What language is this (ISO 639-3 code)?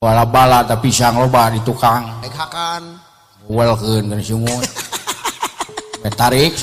sun